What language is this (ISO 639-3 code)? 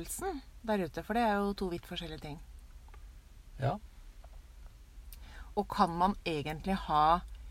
nor